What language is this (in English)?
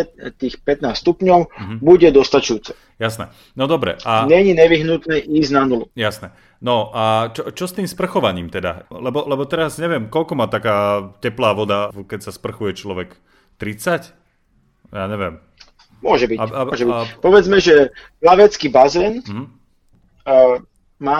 Slovak